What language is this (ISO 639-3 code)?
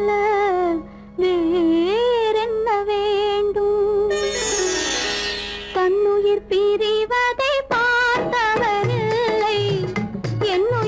tam